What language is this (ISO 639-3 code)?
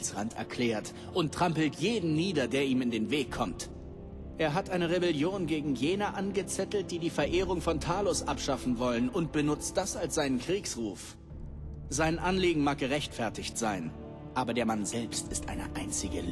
bar